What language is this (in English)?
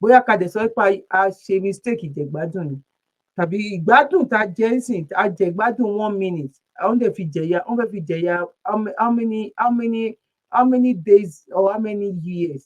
Yoruba